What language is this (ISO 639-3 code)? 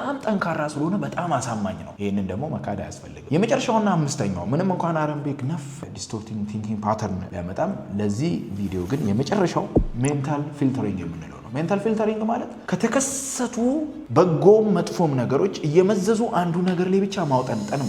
amh